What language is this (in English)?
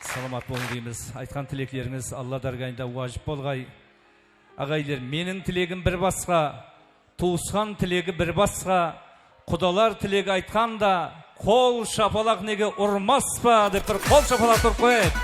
Kara-Kalpak